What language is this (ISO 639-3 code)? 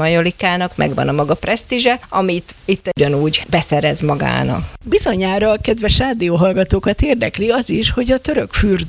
hun